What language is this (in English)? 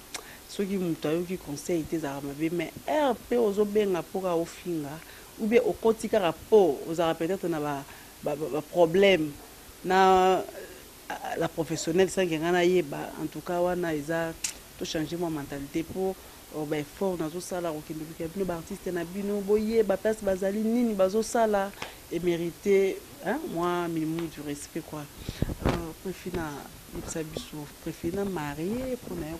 Lingala